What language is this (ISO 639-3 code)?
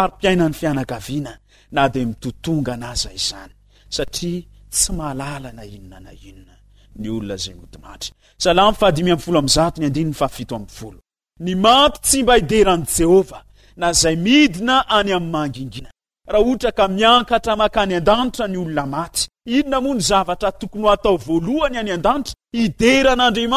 mlg